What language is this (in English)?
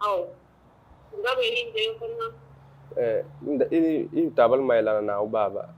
Zulu